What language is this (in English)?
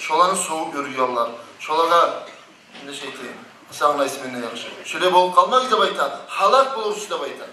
Kumyk